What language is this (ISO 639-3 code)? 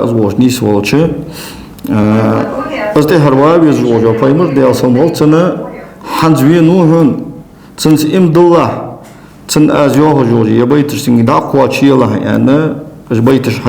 inh